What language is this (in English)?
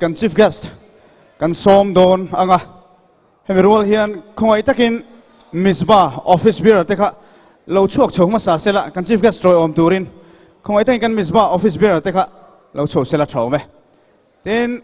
Mizo